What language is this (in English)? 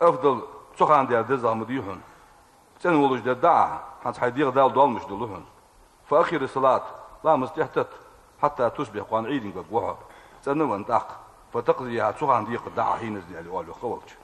Ingush